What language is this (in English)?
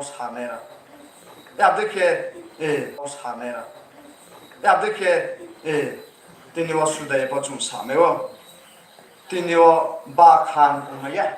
Riang (India)